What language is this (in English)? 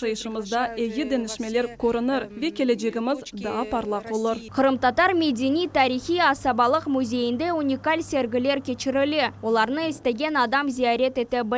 Crimean Tatar